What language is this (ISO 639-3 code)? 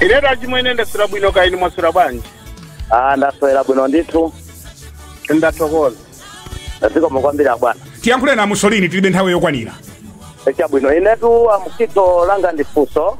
nya